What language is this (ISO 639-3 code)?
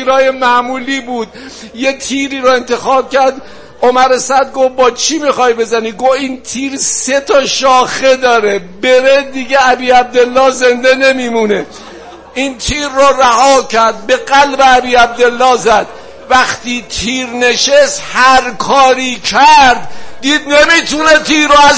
fas